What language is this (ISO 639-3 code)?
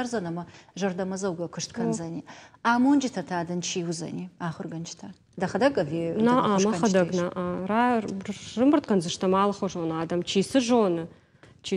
oss